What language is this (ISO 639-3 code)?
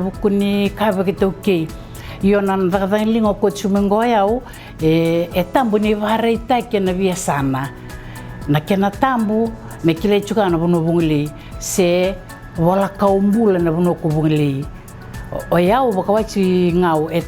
fij